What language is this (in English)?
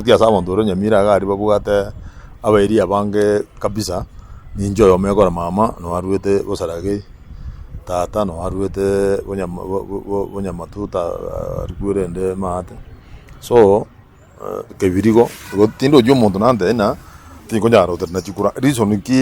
Gusii